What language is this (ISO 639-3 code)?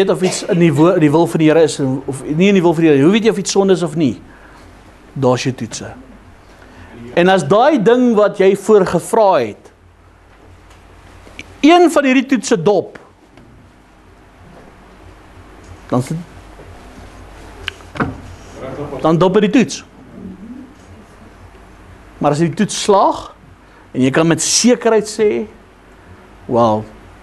afr